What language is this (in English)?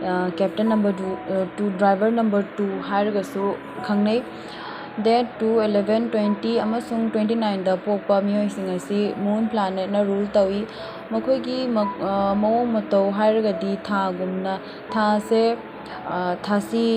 Manipuri